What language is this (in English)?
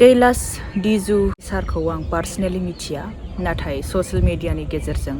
Bodo